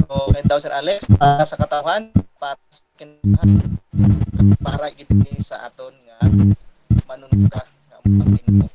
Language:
Hiligaynon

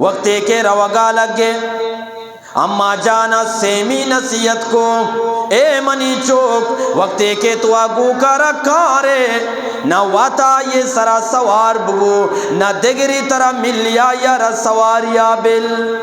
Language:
Eastern Balochi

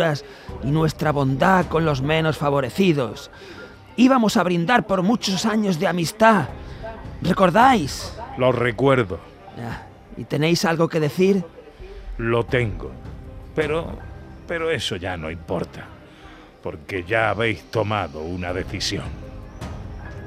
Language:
Spanish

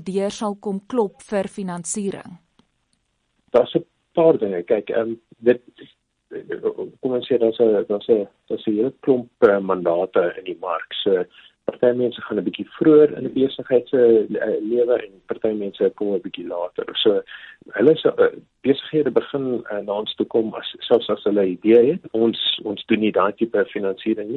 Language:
Afrikaans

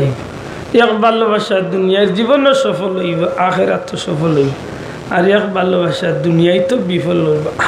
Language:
Sylheti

